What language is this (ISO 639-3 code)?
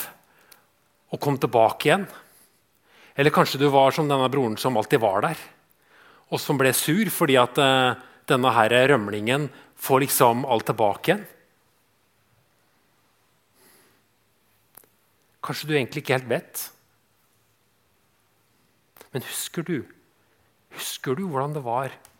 nor